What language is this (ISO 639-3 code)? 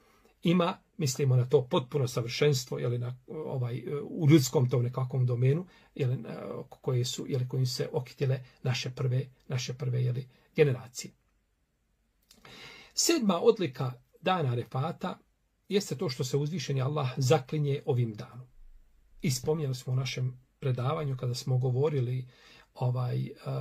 bos